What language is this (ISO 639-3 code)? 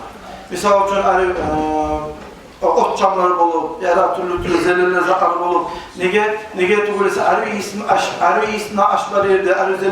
kum